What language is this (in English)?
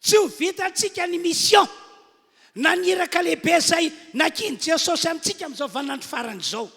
Malagasy